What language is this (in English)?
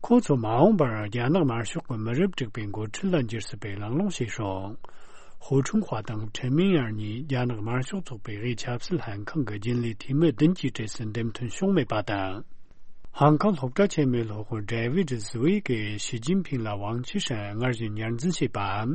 Tibetan